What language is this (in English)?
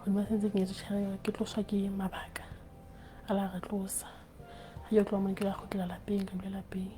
Southern Sotho